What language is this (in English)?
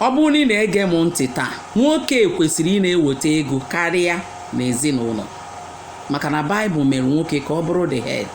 Igbo